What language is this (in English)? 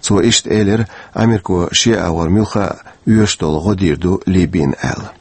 Chechen